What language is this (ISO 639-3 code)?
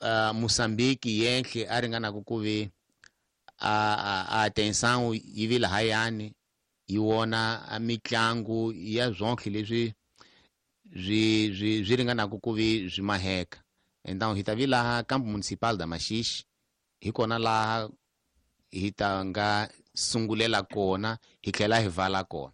tso